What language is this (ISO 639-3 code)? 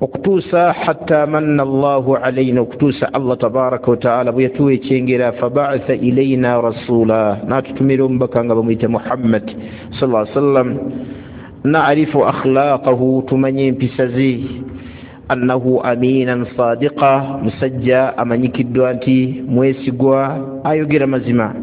lug